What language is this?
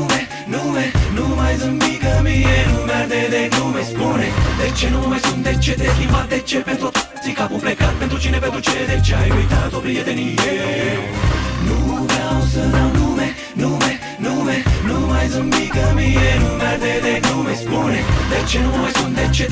Romanian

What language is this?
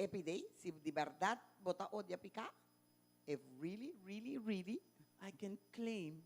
Papiamento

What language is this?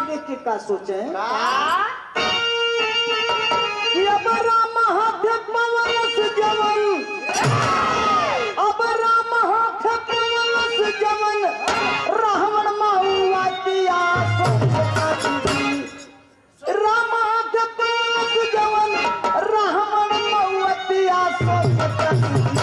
Bhojpuri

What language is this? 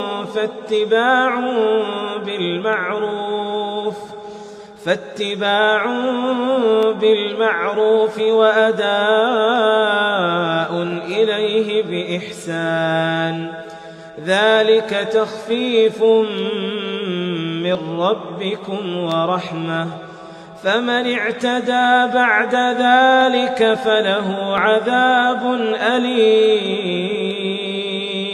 Arabic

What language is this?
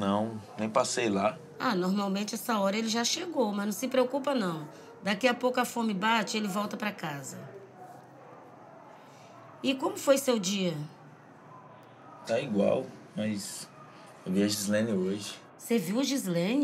Portuguese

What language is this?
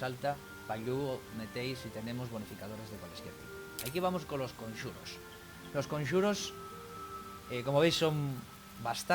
Asturian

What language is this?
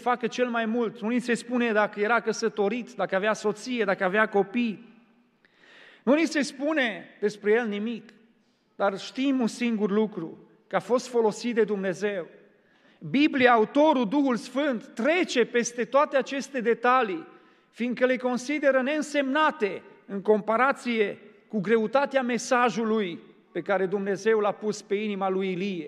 Romanian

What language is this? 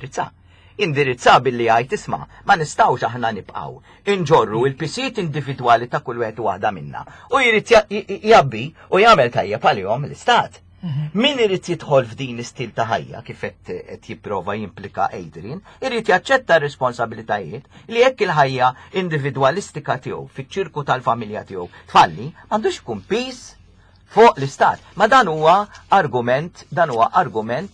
Maltese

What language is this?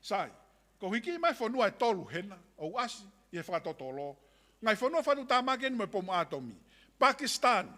Tongan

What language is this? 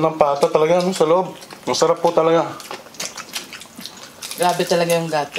Filipino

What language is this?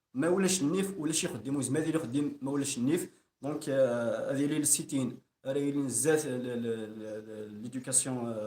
Kabyle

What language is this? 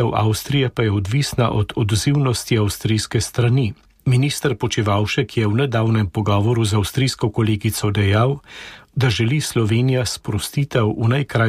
Slovenian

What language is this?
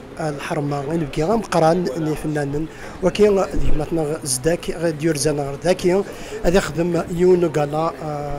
Kabyle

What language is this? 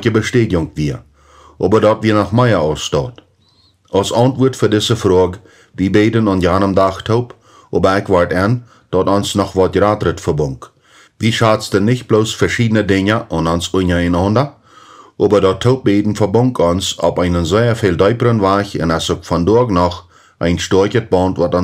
Plautdietsch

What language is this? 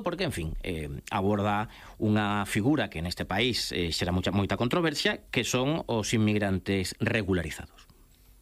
Galician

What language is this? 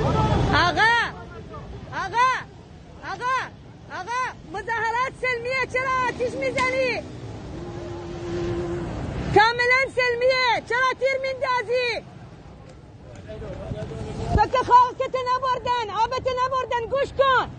Persian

